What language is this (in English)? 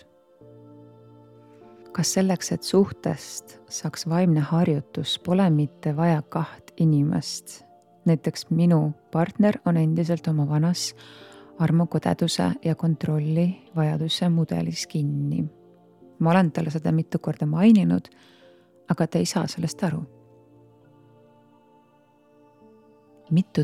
Estonian